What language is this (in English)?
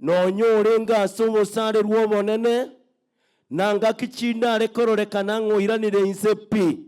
Gusii